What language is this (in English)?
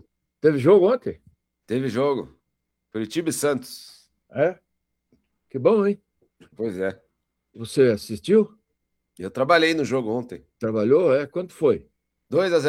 Portuguese